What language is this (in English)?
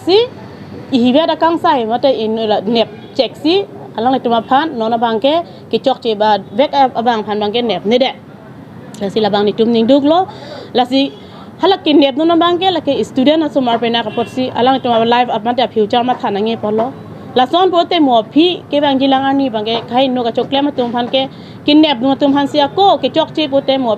Karbi